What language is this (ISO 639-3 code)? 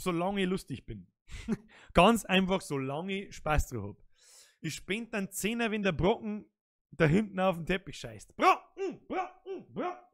bar